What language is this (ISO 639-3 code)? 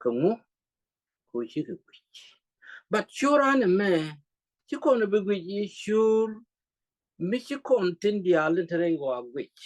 nus